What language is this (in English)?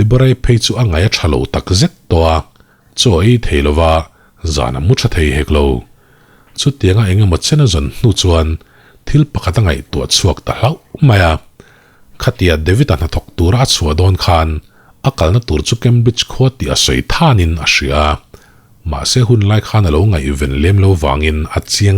Mizo